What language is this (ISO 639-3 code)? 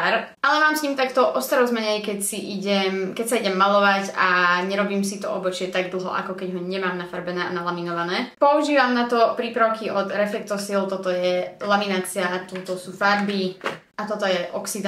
slk